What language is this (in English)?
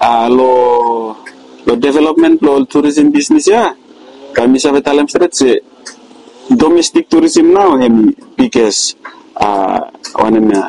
Bislama